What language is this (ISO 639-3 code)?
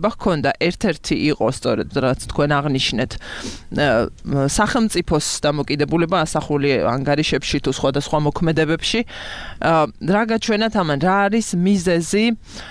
kat